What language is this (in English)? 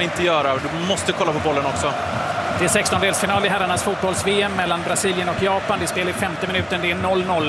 Swedish